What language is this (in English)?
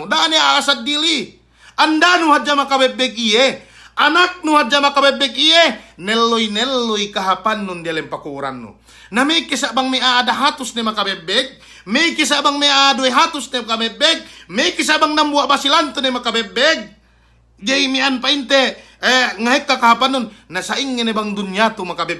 Yakan